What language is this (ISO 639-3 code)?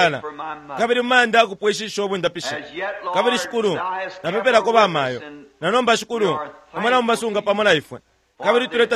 bem